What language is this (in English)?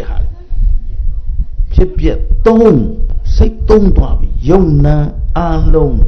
Burmese